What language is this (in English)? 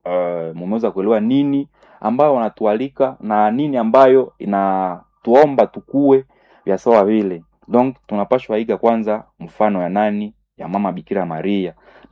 Swahili